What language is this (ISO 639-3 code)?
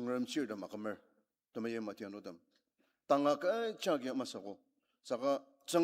njo